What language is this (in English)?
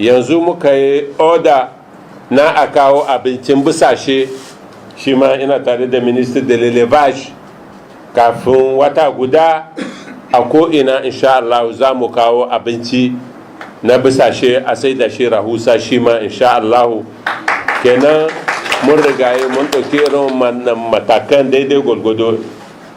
Hausa